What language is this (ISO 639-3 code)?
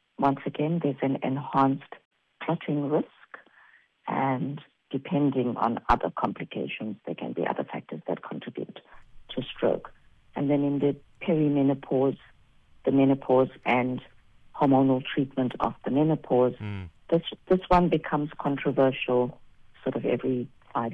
eng